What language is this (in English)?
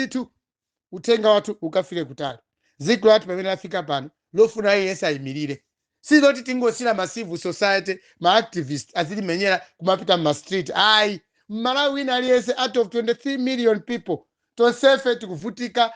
Nyanja